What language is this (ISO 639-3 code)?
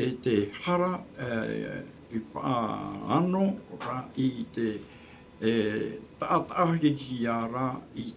tah